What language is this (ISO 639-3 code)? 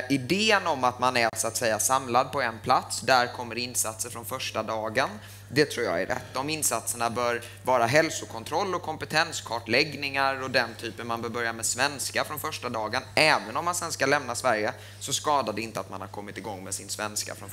swe